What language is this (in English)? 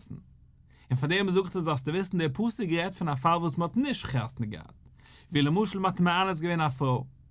Yiddish